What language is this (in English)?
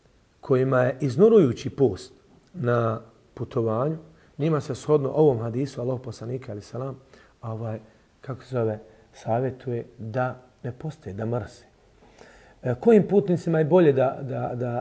Bosnian